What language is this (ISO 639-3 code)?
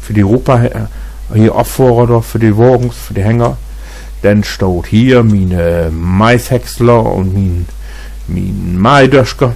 nds